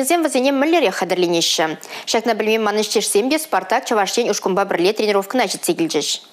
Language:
Chuvash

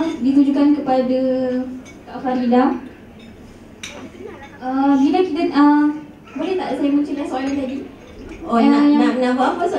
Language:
Malay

